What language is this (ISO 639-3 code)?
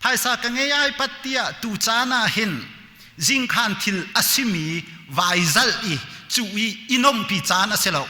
cnh